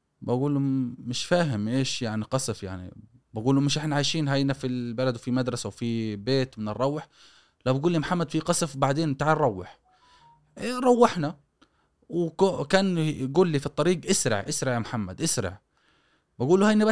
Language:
Gulf Arabic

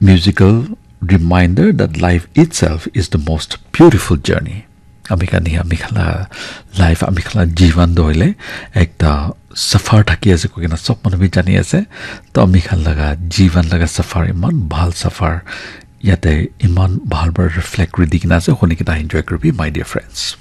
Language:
Naga Pidgin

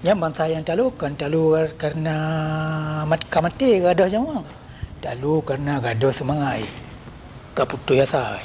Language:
Achinese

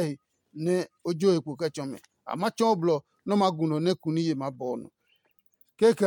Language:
Adangme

